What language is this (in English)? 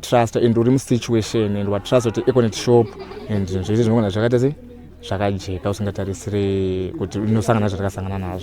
Shona